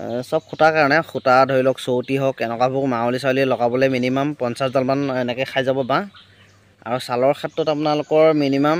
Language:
Assamese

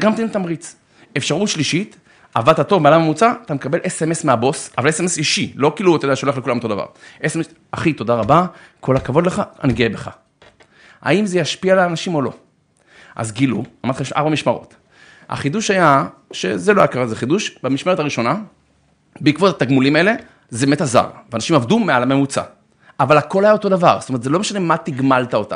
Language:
Hebrew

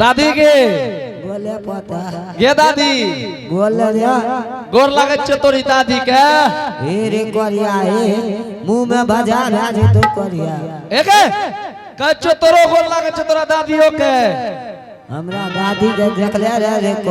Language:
Angika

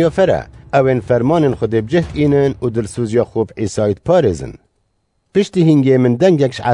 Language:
Kurdish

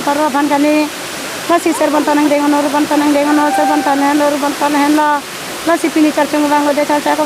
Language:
Karbi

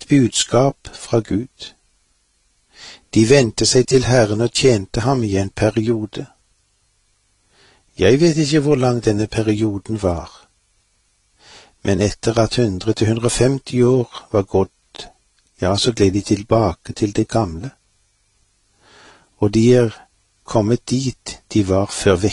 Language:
Norwegian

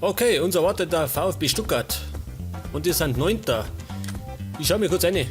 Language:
Bavarian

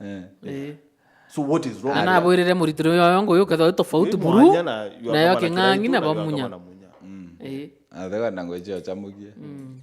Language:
Meru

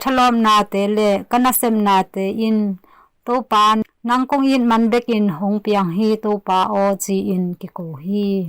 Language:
Tedim Chin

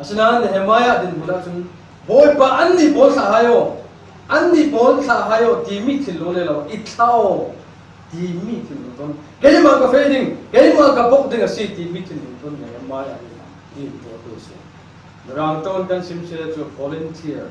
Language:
Falam Chin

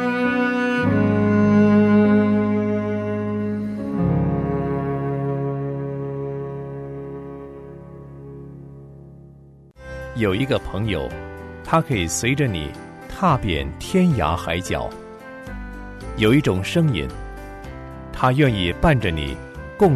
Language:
Chinese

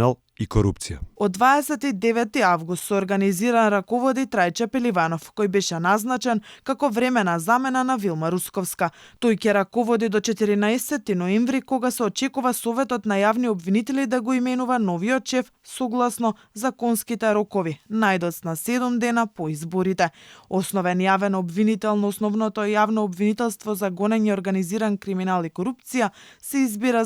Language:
Macedonian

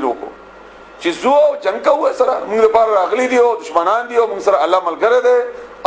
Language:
Pashto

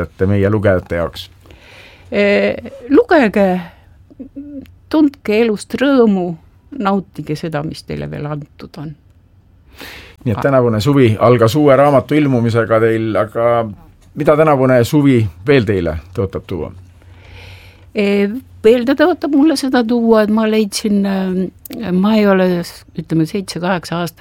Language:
Estonian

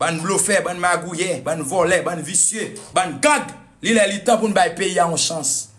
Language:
Haitian Creole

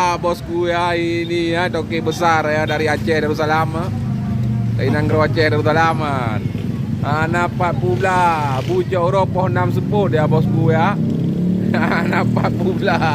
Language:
Achinese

